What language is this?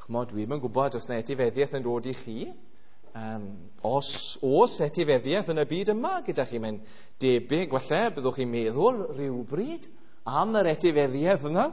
Welsh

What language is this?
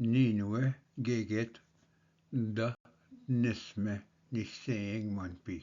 Ojibwa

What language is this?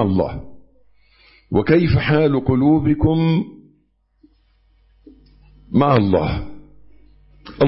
Arabic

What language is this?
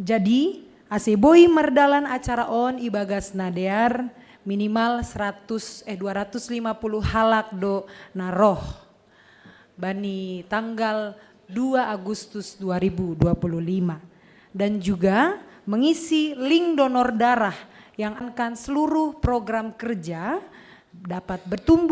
Batak Simalungun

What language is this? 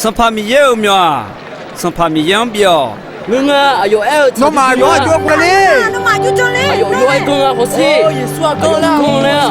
Akha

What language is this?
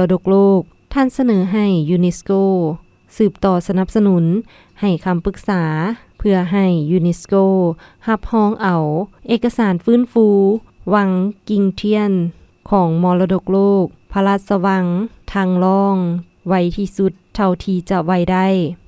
Lao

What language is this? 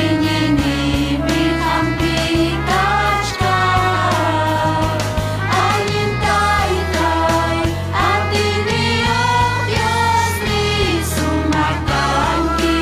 Ayacucho Quechua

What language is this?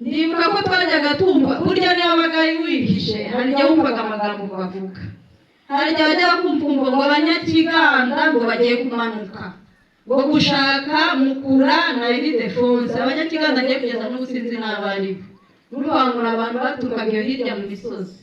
Kinyarwanda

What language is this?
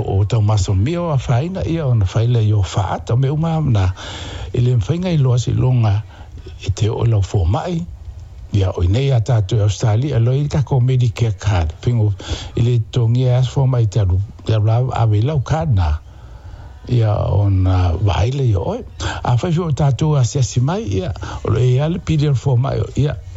Samoan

